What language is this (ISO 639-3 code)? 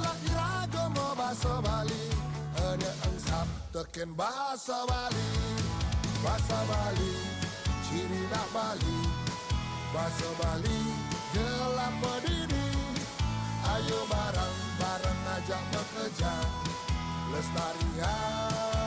ban